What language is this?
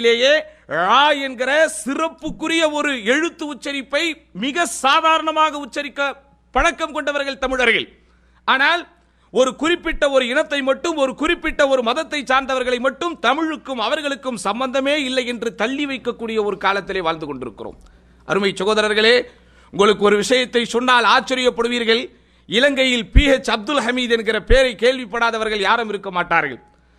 Tamil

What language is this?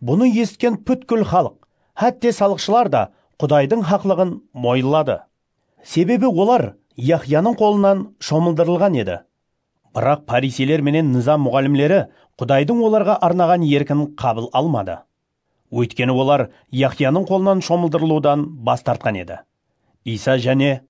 Kara-Kalpak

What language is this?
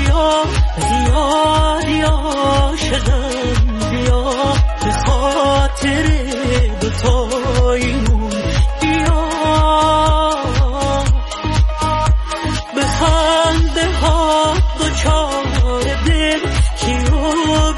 Persian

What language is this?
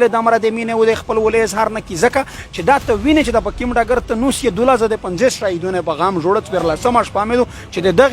Pashto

